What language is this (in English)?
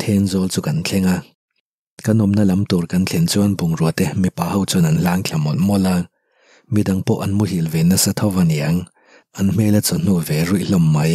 Mizo